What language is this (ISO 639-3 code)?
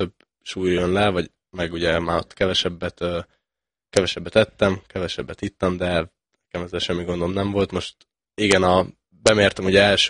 hun